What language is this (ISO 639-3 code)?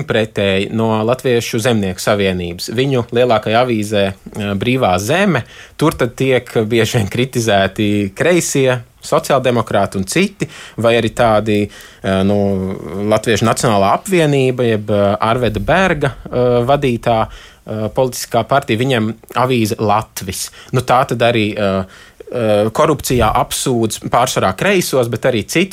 lav